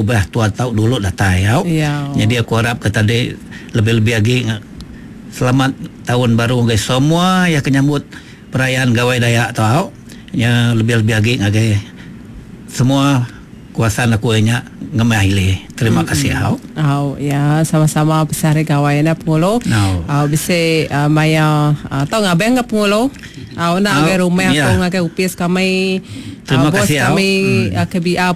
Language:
Iban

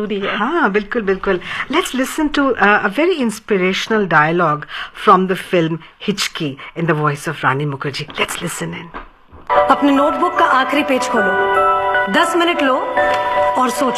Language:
Hindi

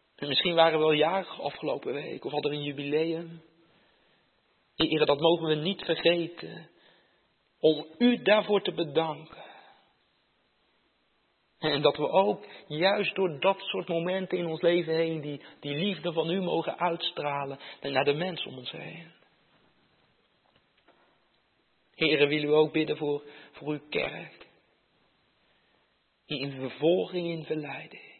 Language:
Dutch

